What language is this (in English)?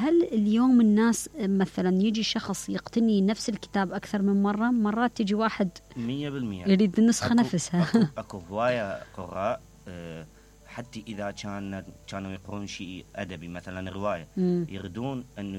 Mesopotamian Arabic